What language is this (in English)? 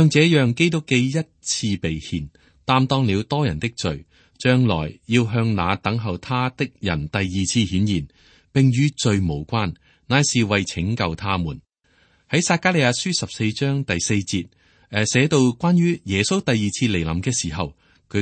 Cantonese